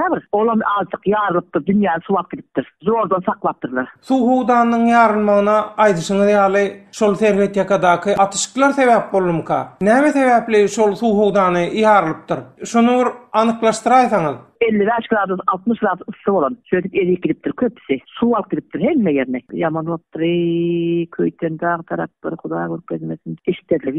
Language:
Turkmen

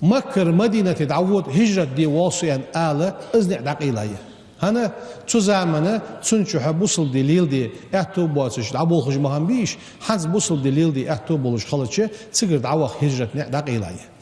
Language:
Ingush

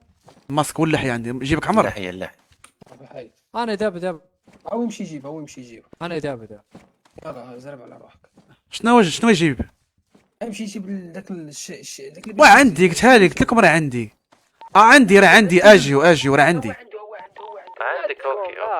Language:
Moroccan Arabic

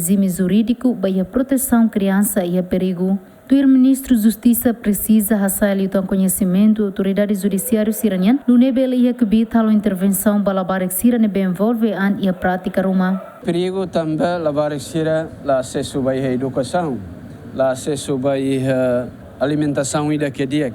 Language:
Tetum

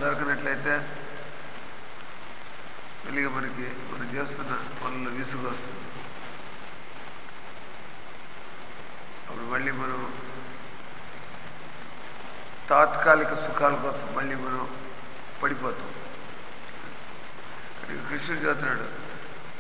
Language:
Telugu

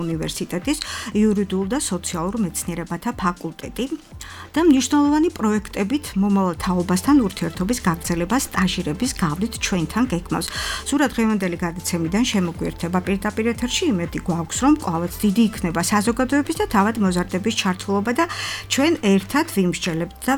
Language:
Georgian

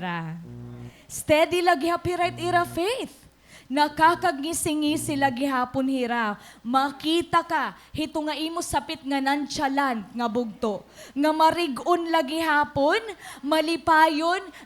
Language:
Waray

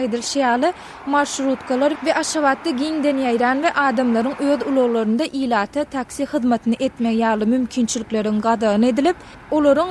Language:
Turkmen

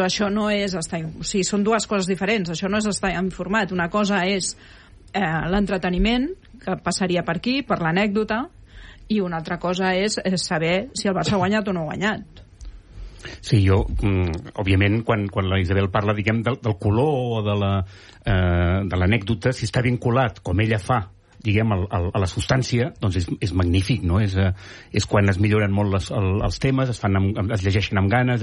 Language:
Catalan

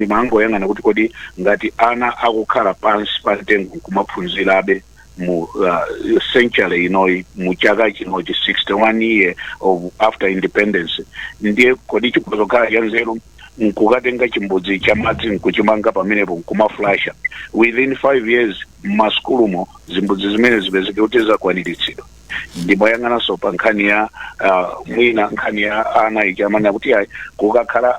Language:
Nyanja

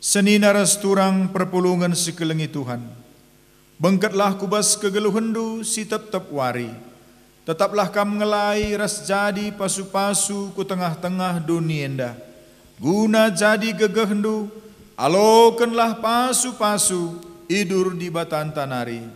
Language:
Batak Karo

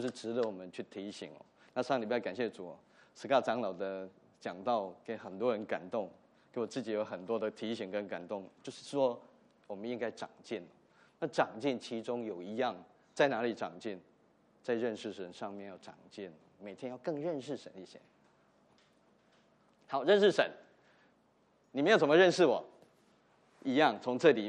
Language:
Chinese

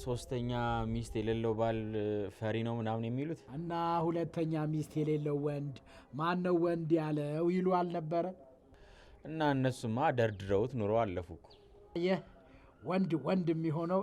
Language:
Amharic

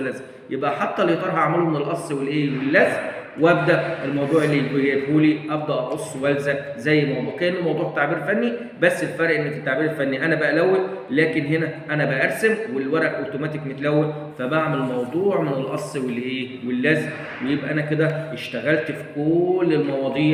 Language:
Egyptian Arabic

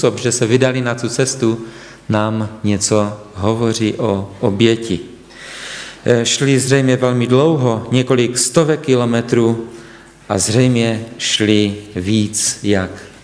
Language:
Czech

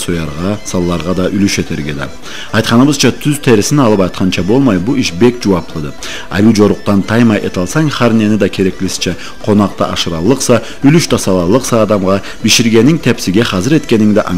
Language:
Karachay-Balkar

